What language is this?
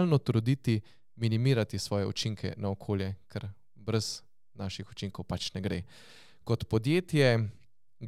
Slovenian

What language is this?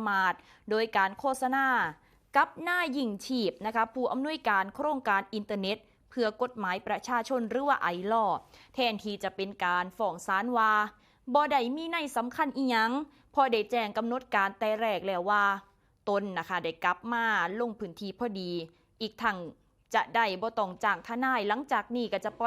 Northeastern Thai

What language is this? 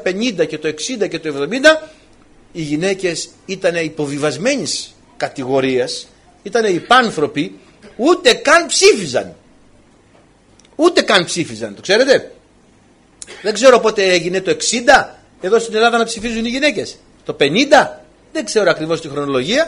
Greek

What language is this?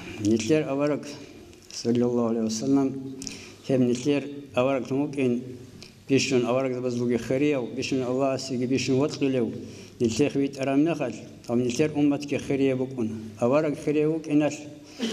Avaric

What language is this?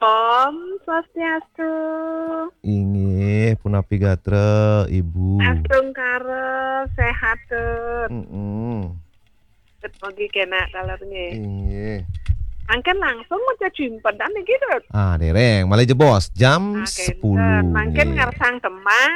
Balinese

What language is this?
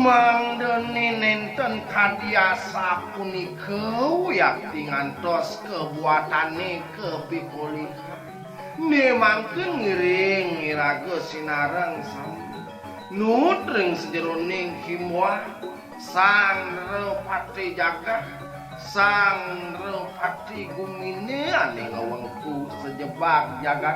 Balinese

